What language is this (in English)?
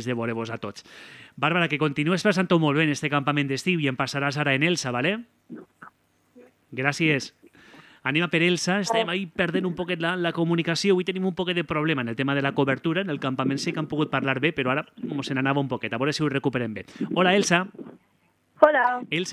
Catalan